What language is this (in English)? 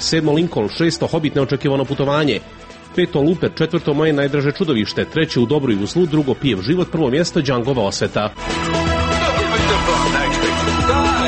Croatian